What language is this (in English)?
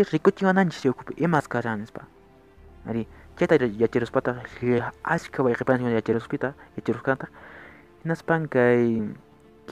Quechua